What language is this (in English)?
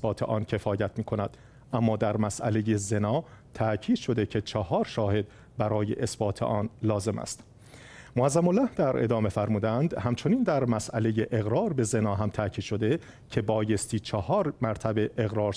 Persian